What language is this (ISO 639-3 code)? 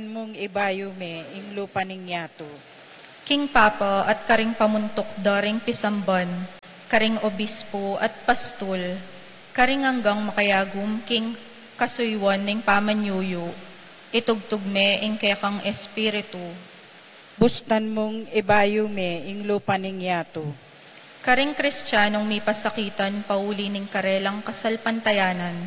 pam